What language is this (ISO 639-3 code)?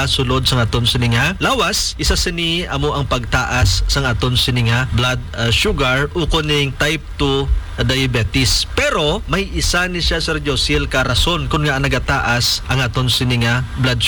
hil